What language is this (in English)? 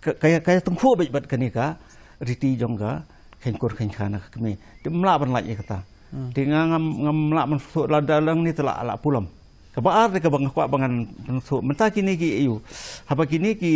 Khasi